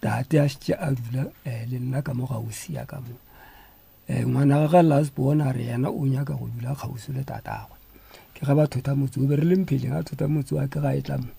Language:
Northern Sotho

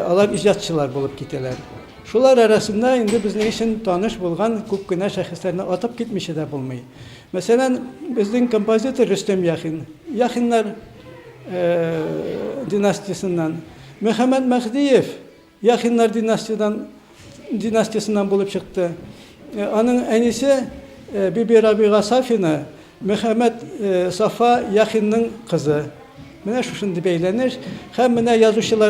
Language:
Tatar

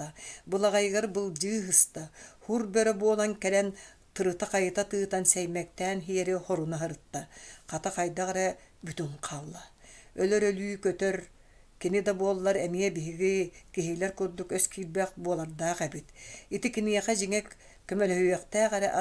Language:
Yakut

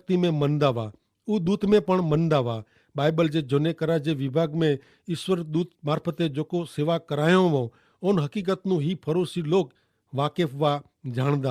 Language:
Kachhi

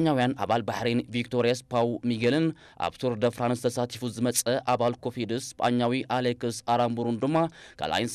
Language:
Tigrinya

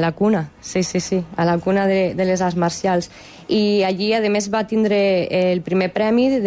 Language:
Catalan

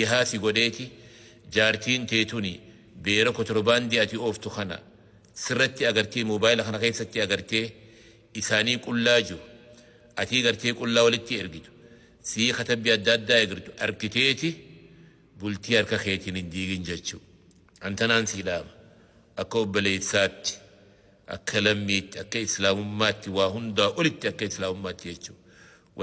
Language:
Oromo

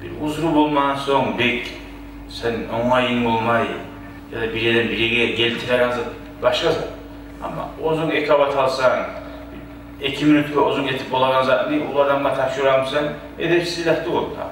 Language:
Kumyk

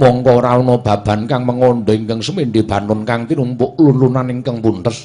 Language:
Javanese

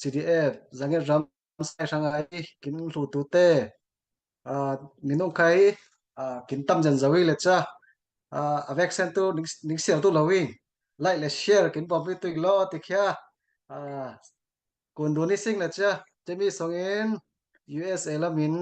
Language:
Falam Chin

